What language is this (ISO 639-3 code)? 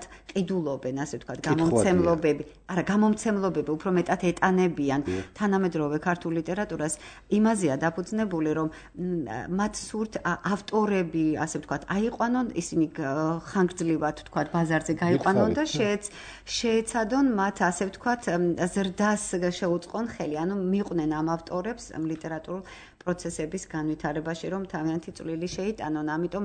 kat